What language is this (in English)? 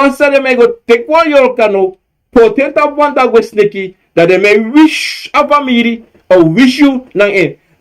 Sranan Tongo